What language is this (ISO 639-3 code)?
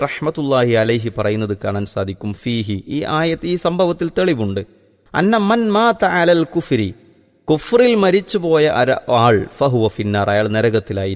mal